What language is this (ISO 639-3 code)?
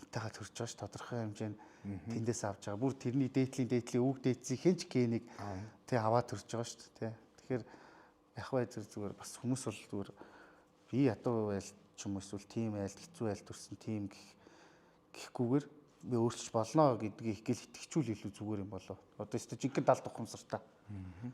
mon